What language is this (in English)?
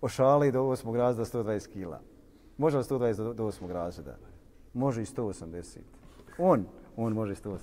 Bosnian